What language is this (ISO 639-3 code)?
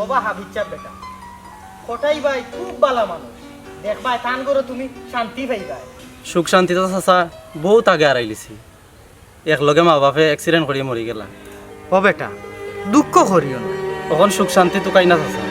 syl